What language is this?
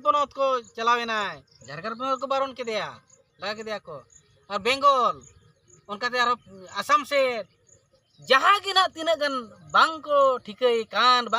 Santali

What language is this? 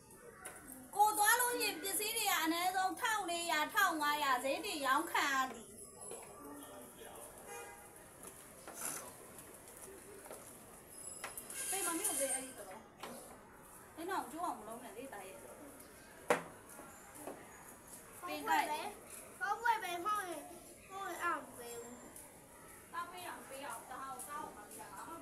Burmese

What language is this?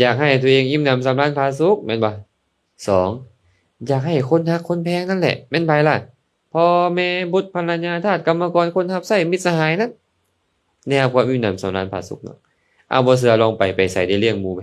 Lao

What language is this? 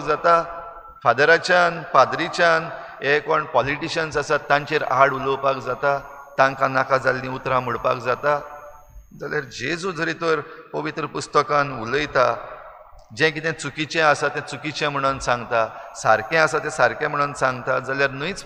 Konkani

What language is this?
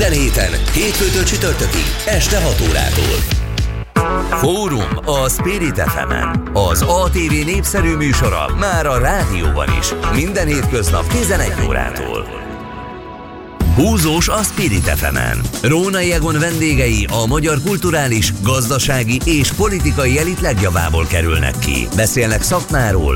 Hungarian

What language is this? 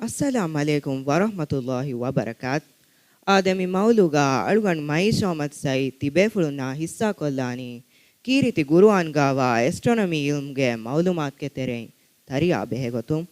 Divehi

